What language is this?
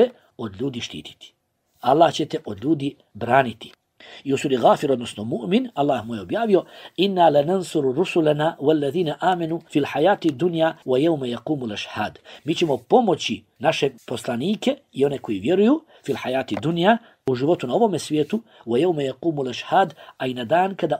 Bosnian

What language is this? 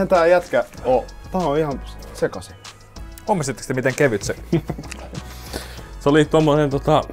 Finnish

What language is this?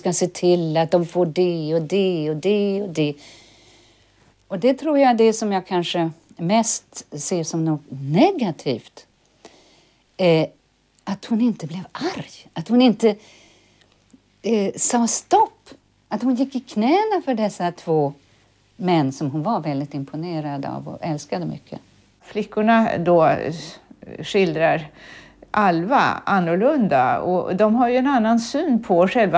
Swedish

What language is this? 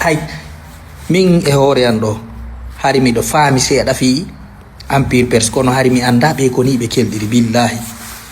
Fula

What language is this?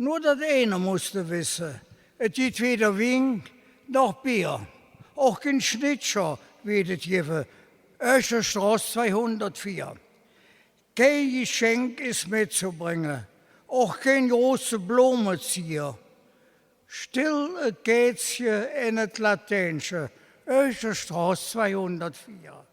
Colognian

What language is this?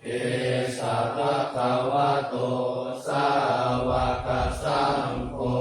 Pali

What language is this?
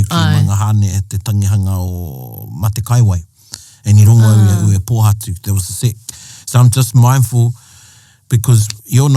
Māori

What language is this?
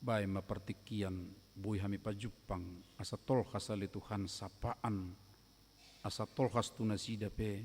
Batak Toba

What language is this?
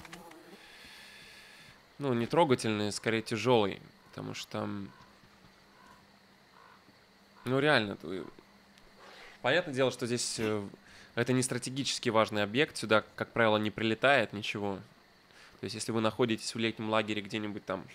Russian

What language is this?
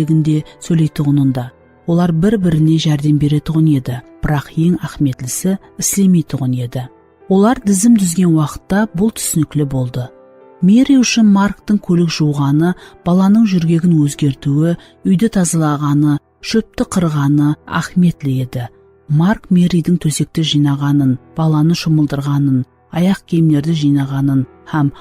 Kara-Kalpak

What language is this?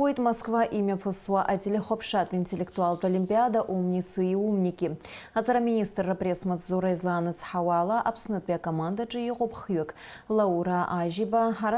Abkhazian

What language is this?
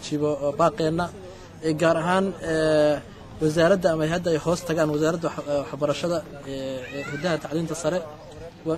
Somali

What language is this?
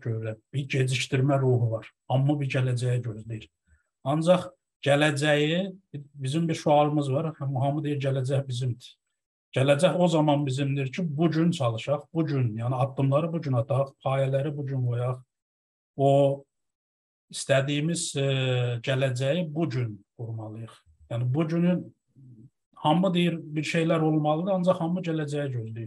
South Azerbaijani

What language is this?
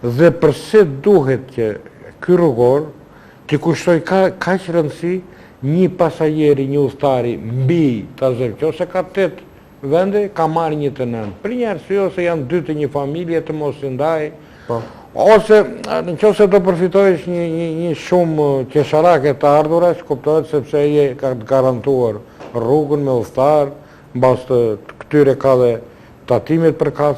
Albanian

